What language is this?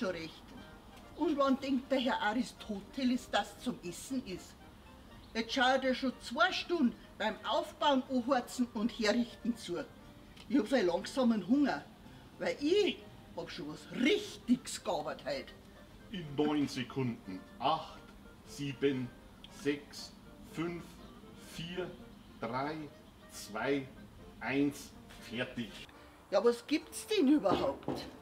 Bavarian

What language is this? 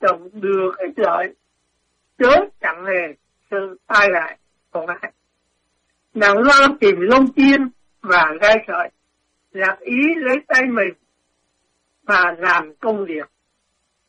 Vietnamese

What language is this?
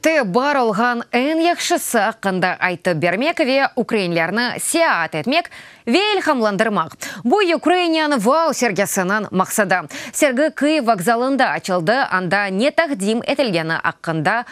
Crimean Tatar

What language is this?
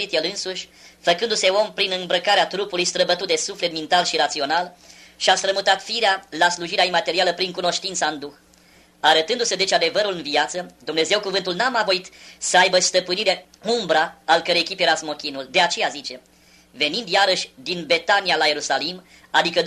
Romanian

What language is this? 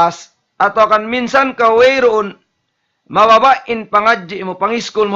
Tausug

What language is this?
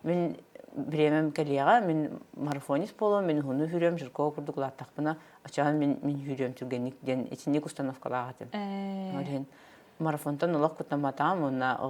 Yakut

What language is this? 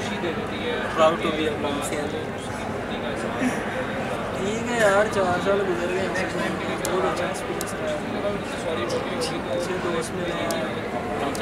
Hindi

